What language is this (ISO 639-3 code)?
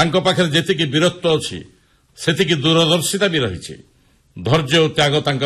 ori